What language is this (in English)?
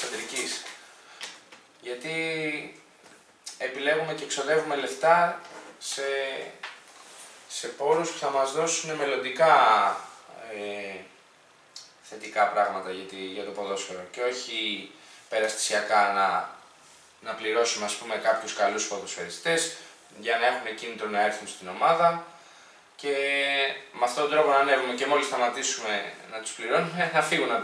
Greek